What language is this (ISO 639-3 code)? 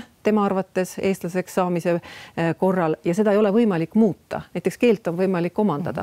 est